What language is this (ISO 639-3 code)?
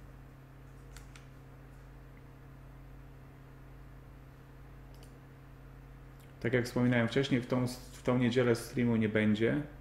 pol